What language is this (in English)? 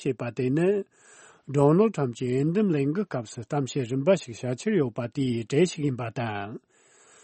Tibetan